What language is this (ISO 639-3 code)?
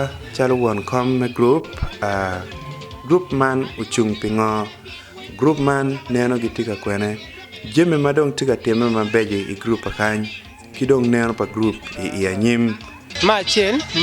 ach